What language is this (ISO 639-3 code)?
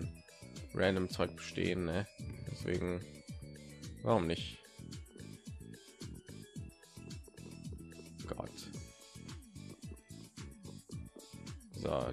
deu